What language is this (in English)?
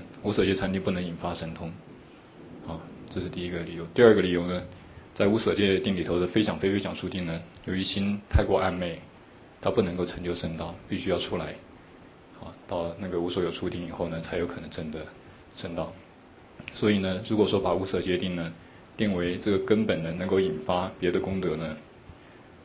Chinese